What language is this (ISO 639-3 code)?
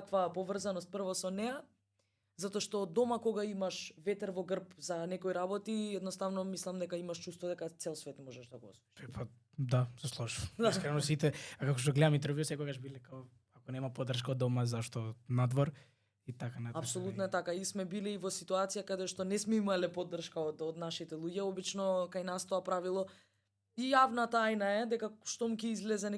mkd